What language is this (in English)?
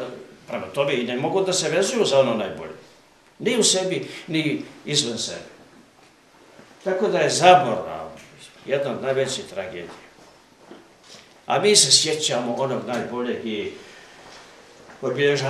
Serbian